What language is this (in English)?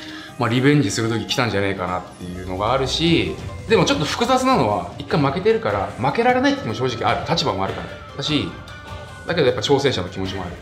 Japanese